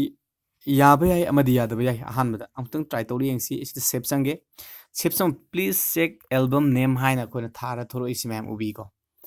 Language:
Manipuri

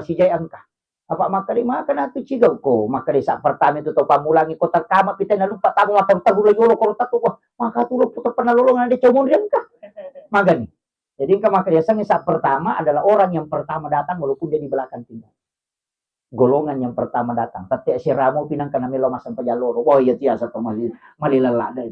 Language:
Buginese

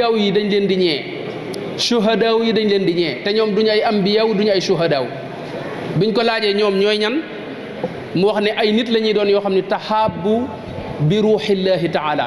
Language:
Wolof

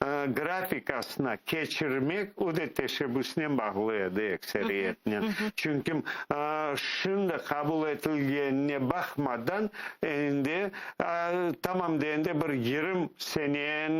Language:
Crimean Tatar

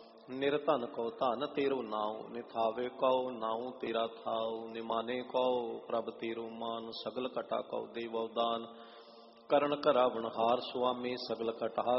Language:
Punjabi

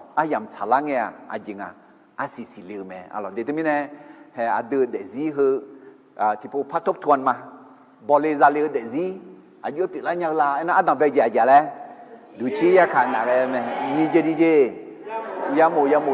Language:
Akha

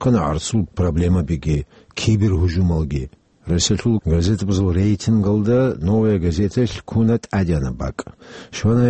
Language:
Avaric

